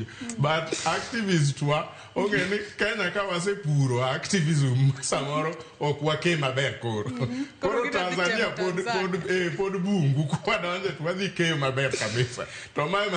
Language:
Luo (Kenya and Tanzania)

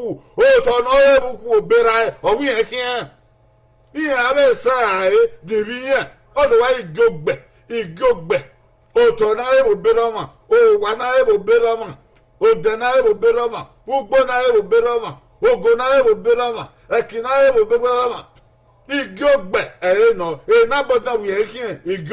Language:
Bini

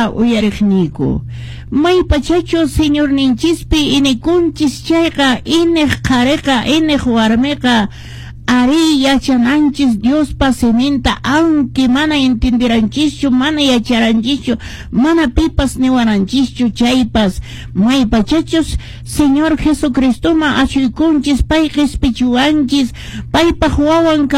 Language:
Quechua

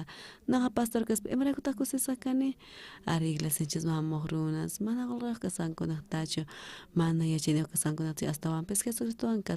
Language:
South Bolivian Quechua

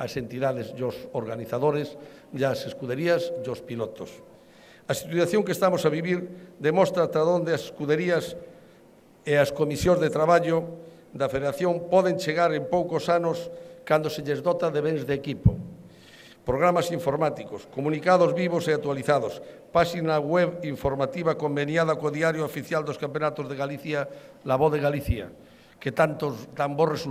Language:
Galician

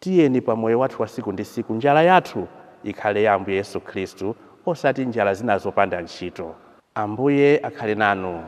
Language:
Nyanja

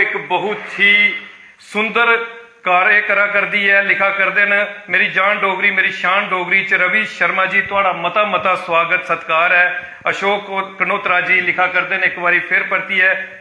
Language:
Dogri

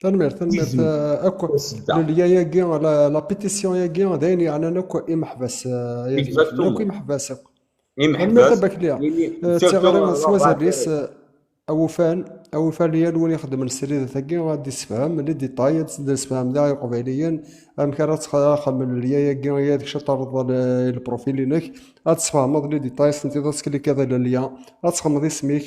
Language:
Kabyle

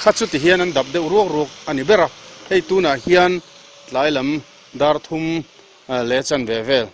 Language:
Mizo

